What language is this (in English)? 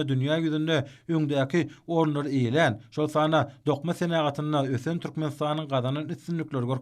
Turkmen